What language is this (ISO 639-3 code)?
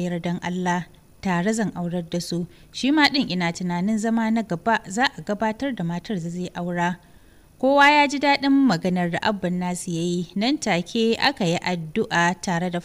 hau